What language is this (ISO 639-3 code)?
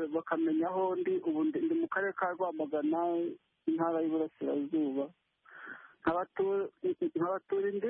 kin